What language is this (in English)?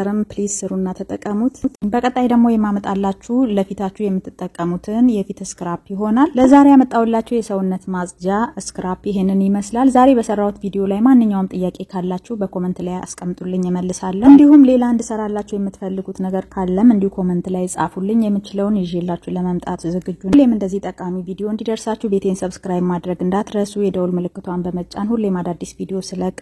Amharic